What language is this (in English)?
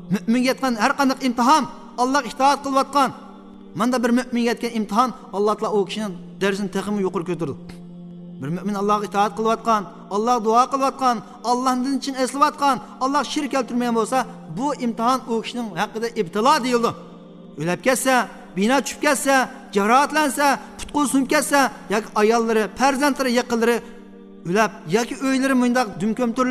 Uyghur